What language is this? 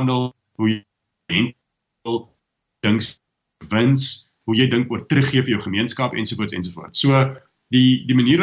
Afrikaans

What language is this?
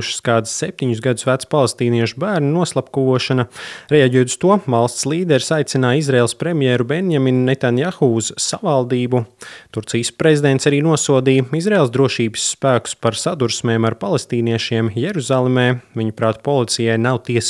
Latvian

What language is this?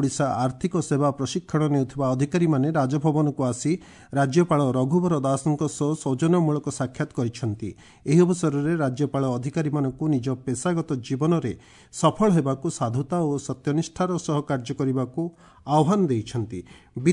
Odia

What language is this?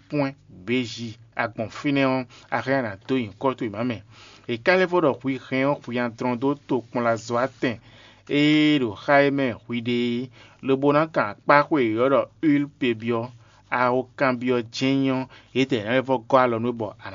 Fon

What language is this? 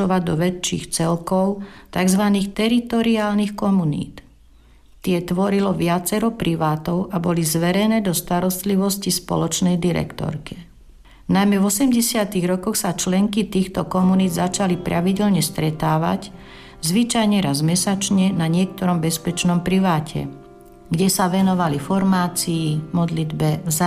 Slovak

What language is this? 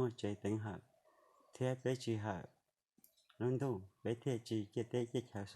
Hmong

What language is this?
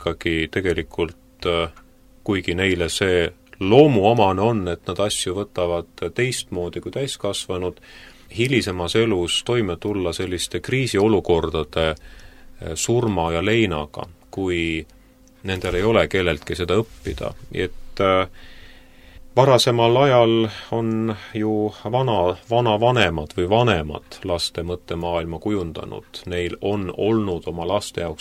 Estonian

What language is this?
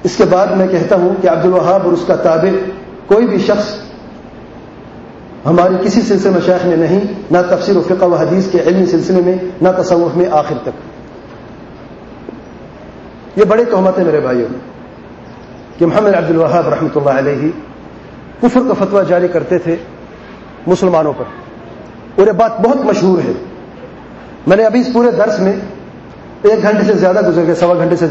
Urdu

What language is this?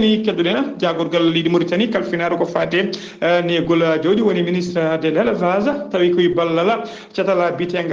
Fula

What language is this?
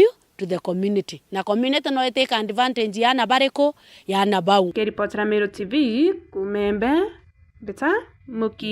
Meru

